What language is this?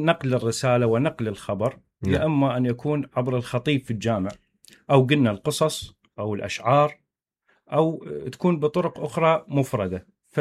Mesopotamian Arabic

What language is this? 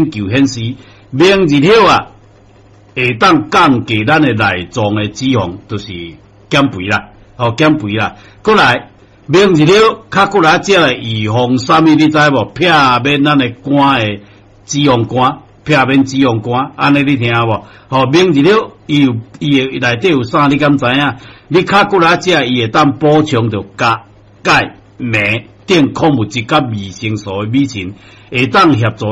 Min Nan Chinese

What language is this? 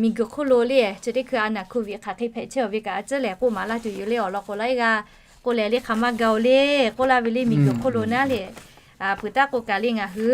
Lahu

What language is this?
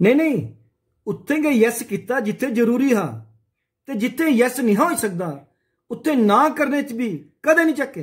Dogri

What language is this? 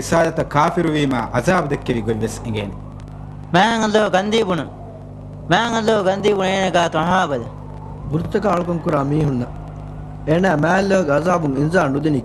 Divehi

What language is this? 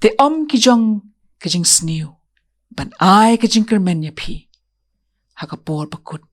Khasi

